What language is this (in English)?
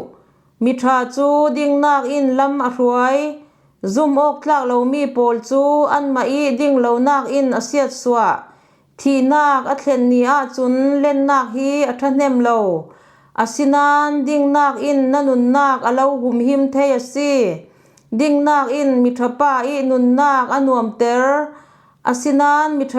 Falam Chin